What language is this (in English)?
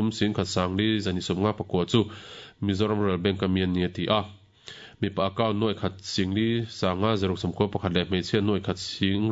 Mizo